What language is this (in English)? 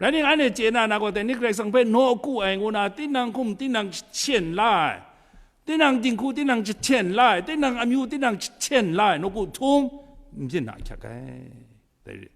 Kachin